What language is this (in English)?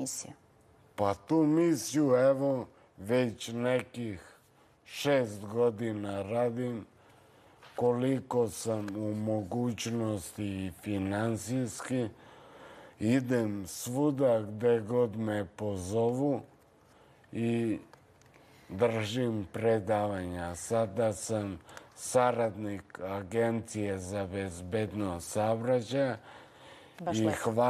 Serbian